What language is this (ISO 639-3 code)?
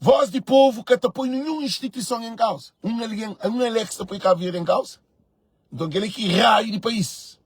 kea